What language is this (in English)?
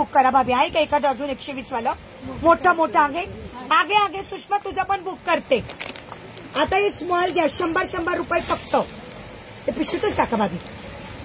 Marathi